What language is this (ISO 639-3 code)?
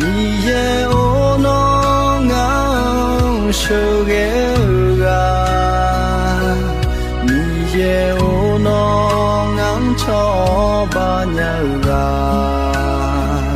ahk